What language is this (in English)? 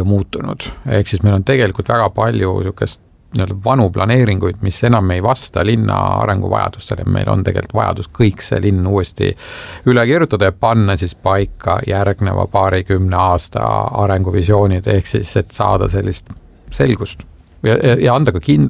Estonian